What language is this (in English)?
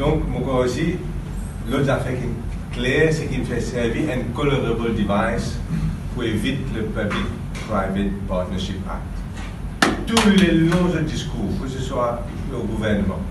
Morisyen